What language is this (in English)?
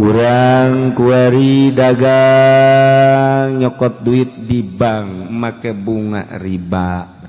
Sundanese